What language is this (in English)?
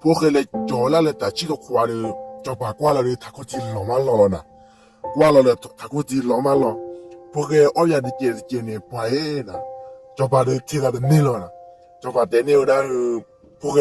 S'gaw Karen